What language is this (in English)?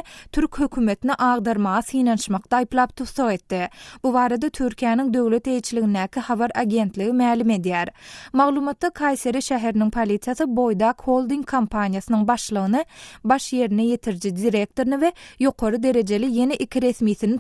Turkmen